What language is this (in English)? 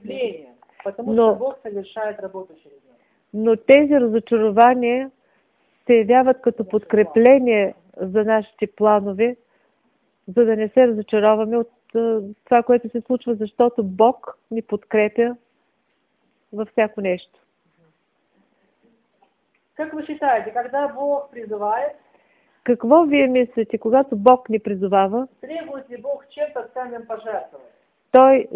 Bulgarian